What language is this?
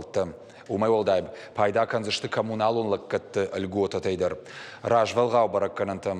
Ossetic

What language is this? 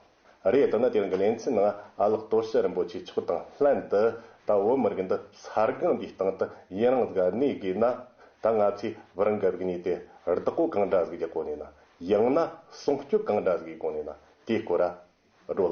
Tibetan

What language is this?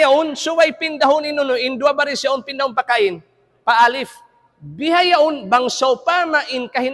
Tausug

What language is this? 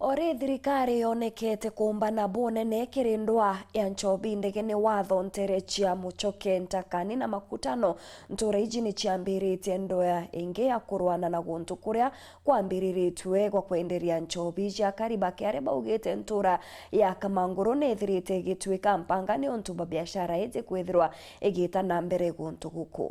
Meru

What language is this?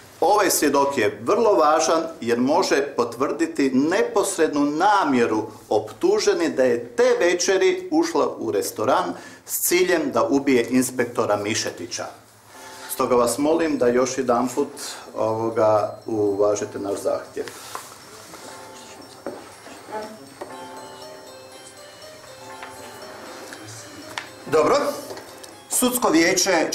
Croatian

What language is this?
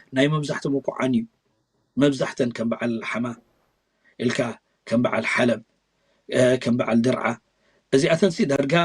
Tigrinya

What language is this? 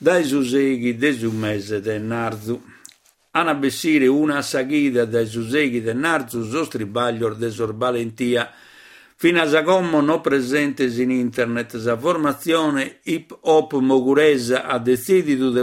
Sardinian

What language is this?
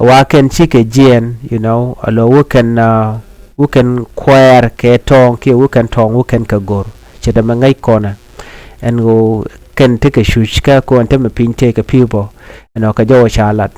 Nuer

